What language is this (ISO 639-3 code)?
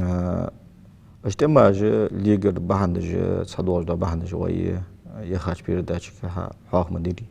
inh